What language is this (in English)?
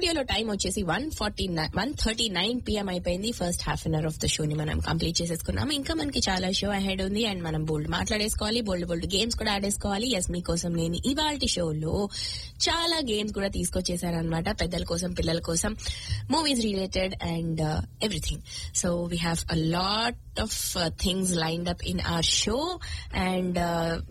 Telugu